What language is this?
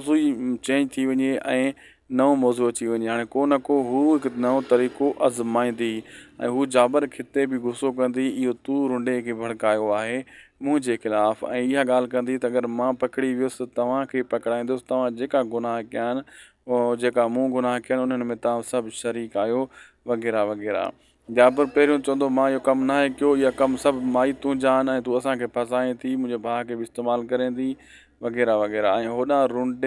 Sindhi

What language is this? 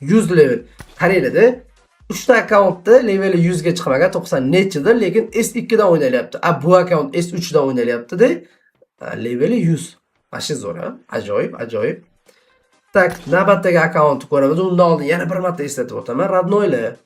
Uzbek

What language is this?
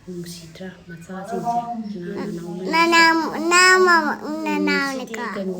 Manipuri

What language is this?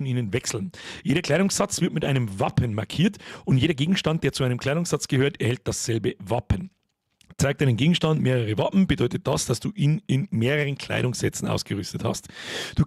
Bavarian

